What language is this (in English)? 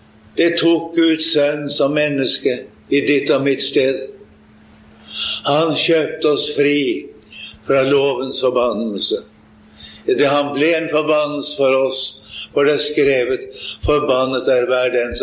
Norwegian